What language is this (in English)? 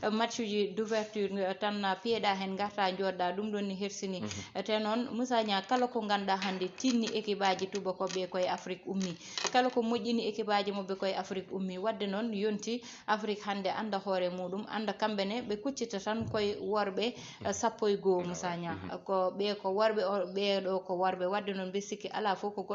Fula